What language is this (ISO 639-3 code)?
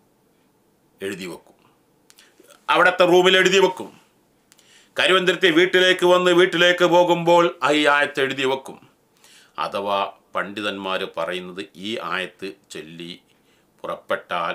mal